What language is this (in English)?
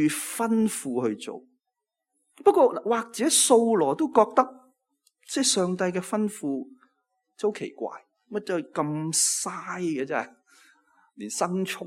Cantonese